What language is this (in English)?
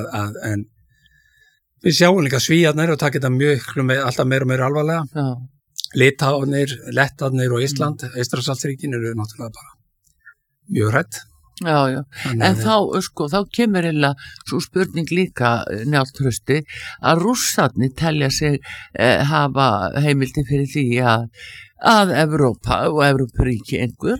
Icelandic